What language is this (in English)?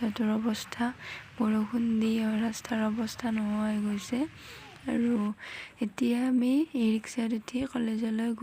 Assamese